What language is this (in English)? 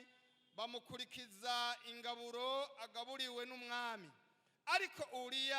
Rundi